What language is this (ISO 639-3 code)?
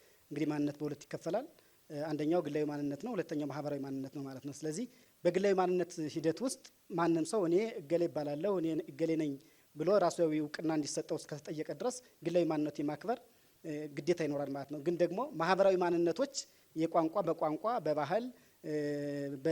amh